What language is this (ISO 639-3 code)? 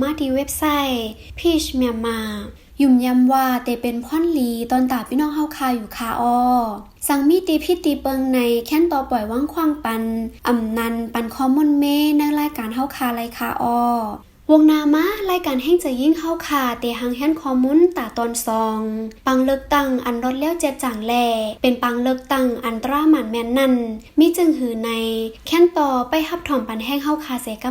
shn